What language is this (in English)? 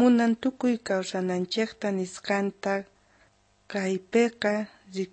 South Bolivian Quechua